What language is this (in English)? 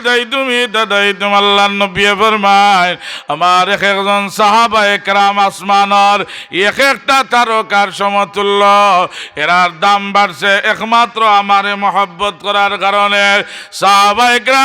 Sylheti